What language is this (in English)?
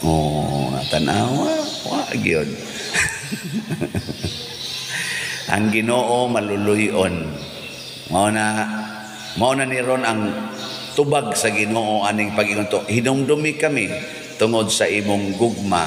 Cebuano